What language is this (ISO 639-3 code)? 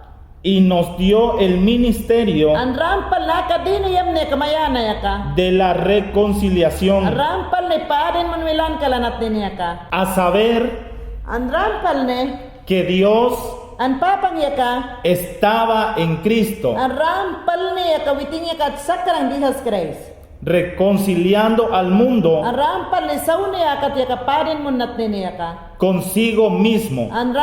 yan